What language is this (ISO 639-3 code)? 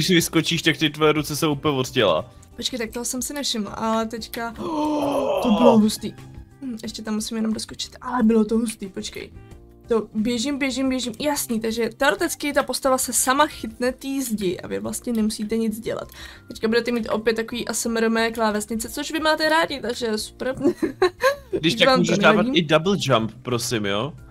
ces